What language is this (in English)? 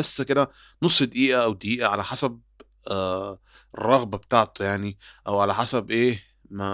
Egyptian Arabic